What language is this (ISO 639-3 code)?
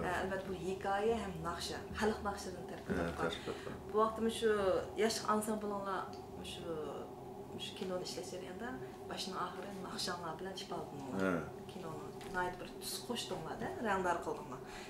uig